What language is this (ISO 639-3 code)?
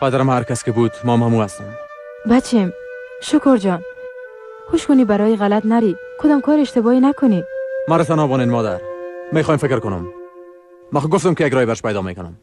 fas